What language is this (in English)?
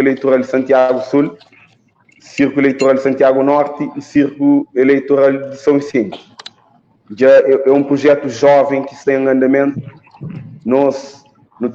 Kabuverdianu